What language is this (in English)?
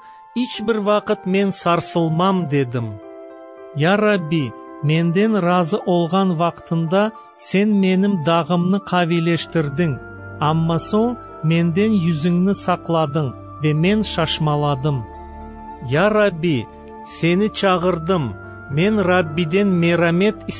Crimean Tatar